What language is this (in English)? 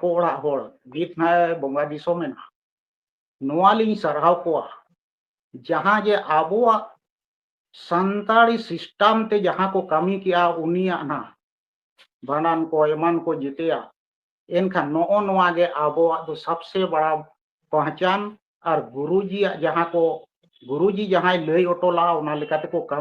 Santali